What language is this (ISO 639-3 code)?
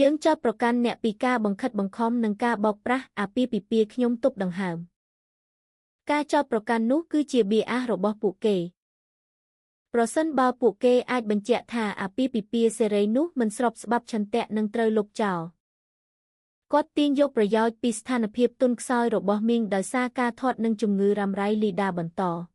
khm